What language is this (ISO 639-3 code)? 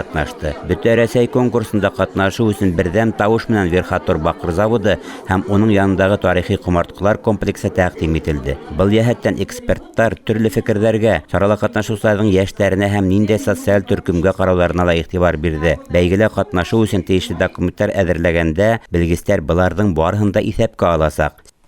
bak